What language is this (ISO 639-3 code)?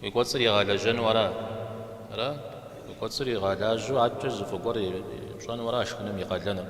kbd